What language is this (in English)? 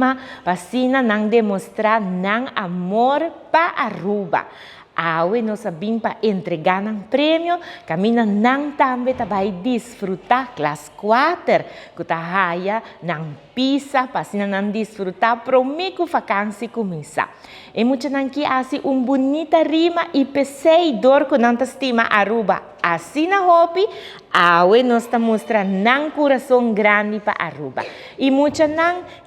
Papiamento